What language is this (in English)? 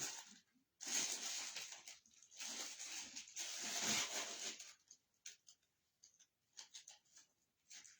Northeastern Thai